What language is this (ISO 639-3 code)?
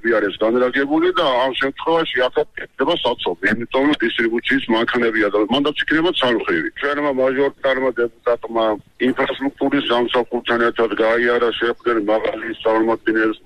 kat